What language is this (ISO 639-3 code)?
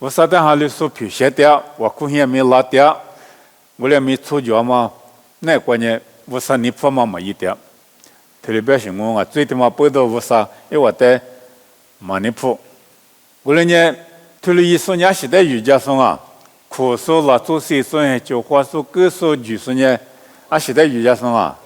lis